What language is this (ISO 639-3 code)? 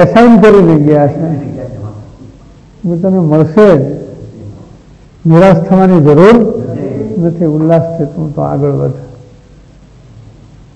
guj